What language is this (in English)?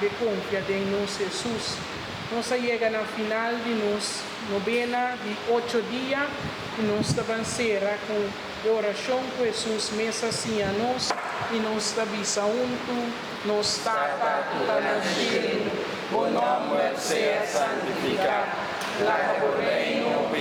Papiamento